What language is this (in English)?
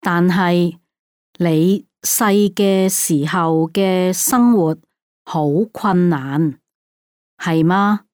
Cantonese